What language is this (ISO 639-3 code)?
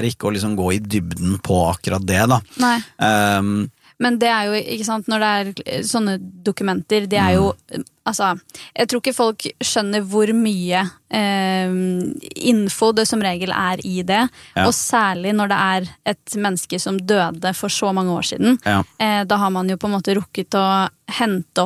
nor